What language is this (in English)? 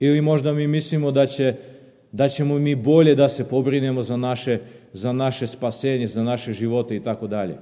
Serbian